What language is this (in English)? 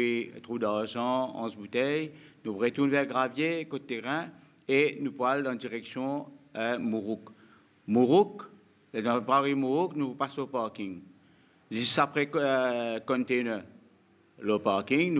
Morisyen